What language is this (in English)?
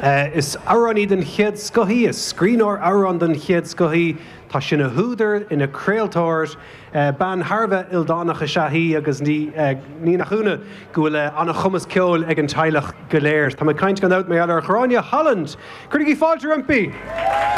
Irish